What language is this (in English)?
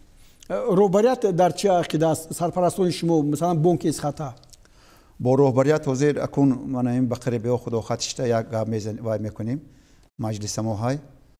Tajik